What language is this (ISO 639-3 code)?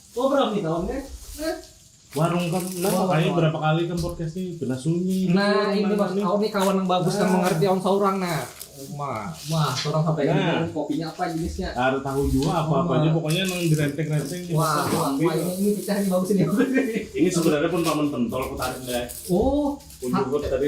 bjn